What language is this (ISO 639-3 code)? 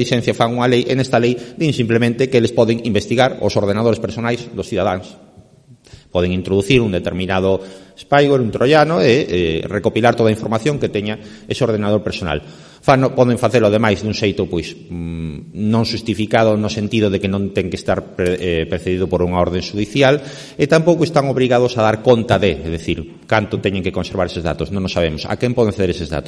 glg